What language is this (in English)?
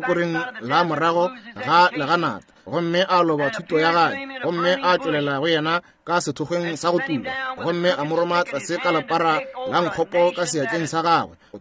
Northern Sotho